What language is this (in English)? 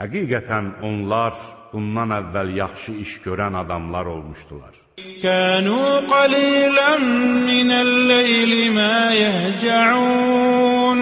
Azerbaijani